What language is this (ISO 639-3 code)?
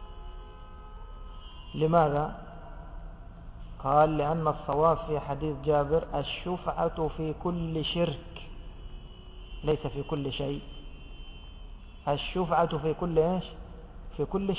ara